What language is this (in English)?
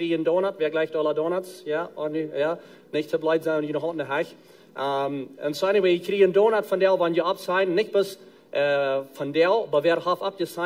Plautdietsch